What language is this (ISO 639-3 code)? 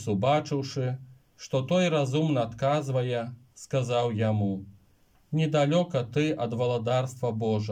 bel